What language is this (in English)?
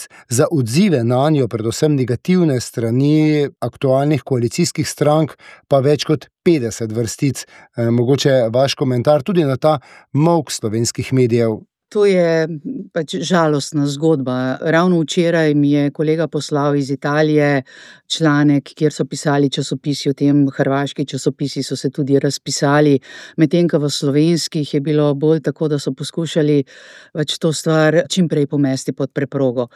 Slovenian